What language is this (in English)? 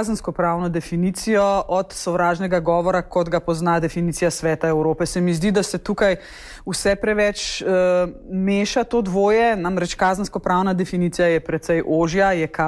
Slovenian